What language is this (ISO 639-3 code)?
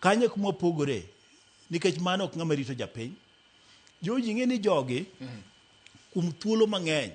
luo